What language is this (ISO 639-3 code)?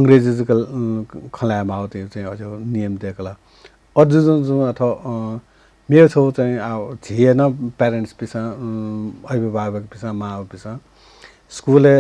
new